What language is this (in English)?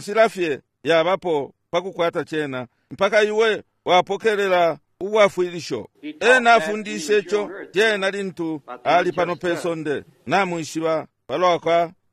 Bemba